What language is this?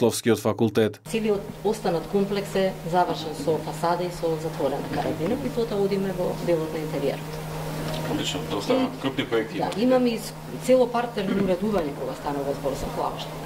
Macedonian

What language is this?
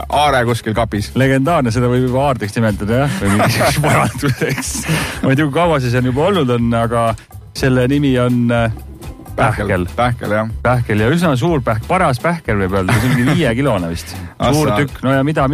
Estonian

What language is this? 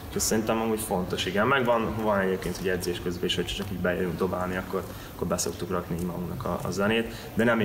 Hungarian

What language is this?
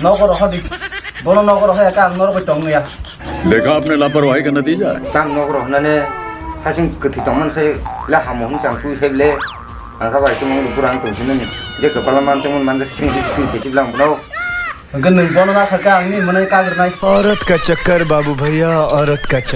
Kok Borok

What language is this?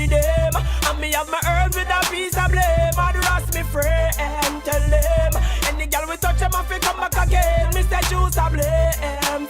Jamaican Creole English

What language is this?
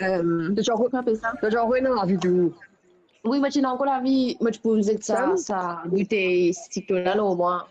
Morisyen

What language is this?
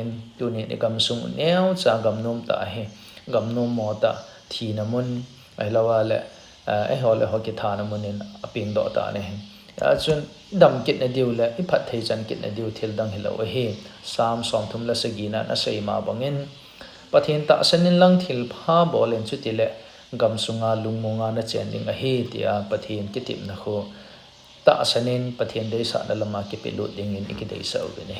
Thado Chin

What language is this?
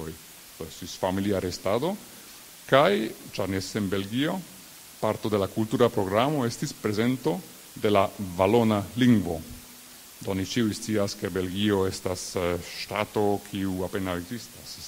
Esperanto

